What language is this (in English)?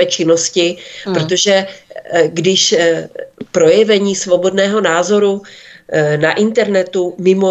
Czech